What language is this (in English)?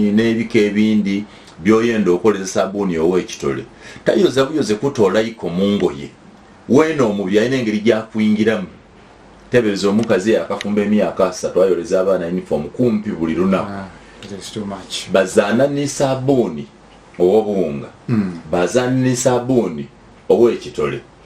Ganda